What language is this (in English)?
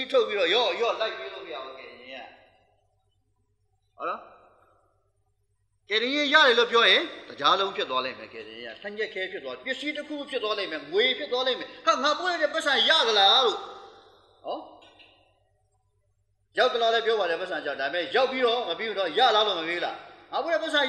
Burmese